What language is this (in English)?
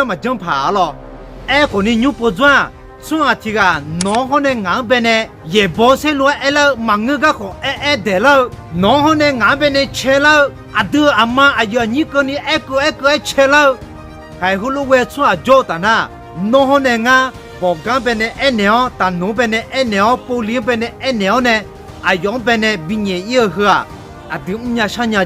Akha